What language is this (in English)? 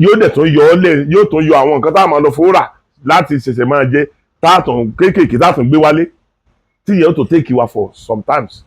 Yoruba